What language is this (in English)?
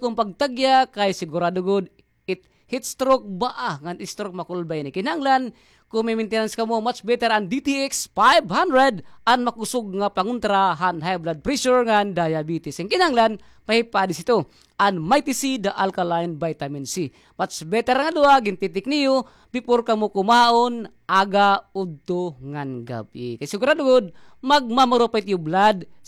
Waray